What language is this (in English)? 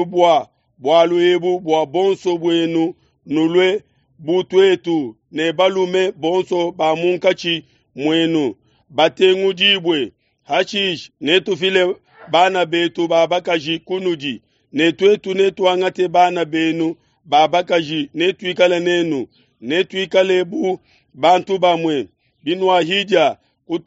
Luba-Lulua